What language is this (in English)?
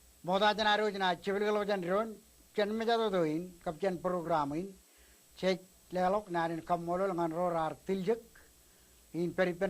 Marshallese